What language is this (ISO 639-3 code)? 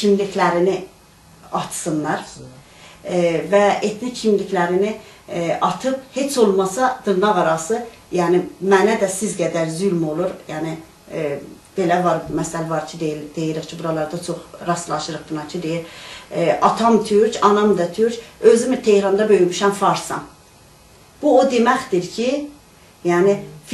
azb